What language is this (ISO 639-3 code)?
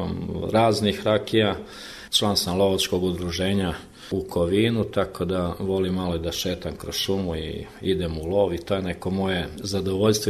srp